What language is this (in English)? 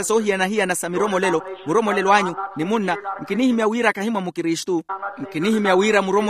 Makhuwa